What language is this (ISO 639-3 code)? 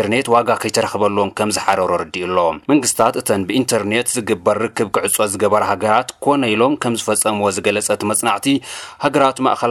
tir